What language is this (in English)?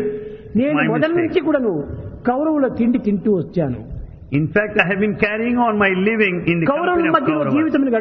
Telugu